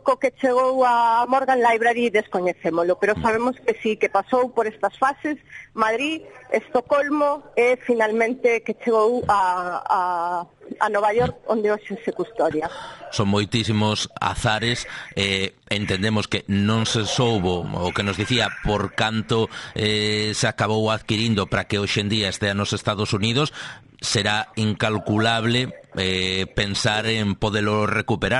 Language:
Galician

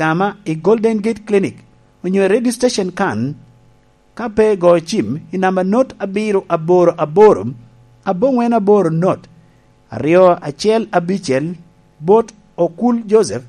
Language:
Lango (Uganda)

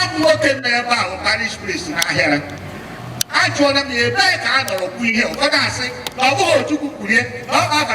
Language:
Igbo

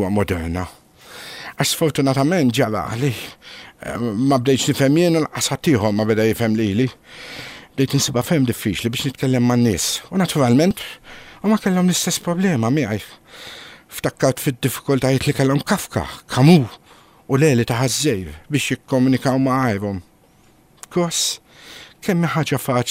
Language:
Maltese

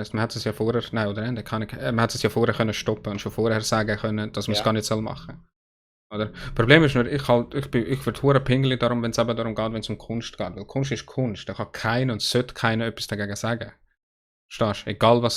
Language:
Swiss German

